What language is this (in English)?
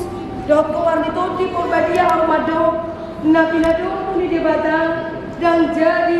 Batak Toba